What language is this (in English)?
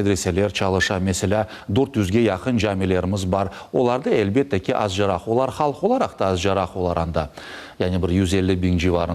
Crimean Tatar